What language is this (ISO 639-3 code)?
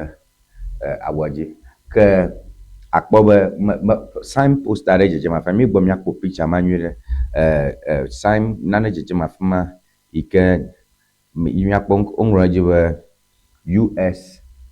ewe